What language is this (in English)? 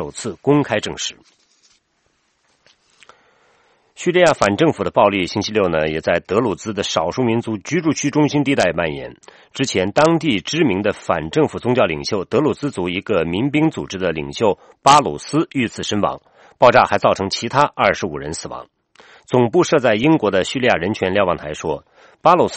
Chinese